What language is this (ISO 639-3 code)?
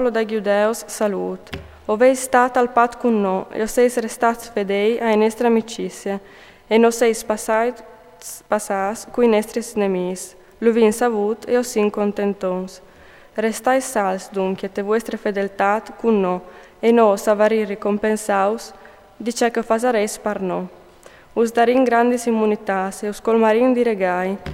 fur